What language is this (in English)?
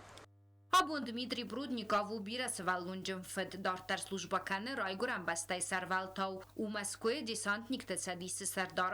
Ossetic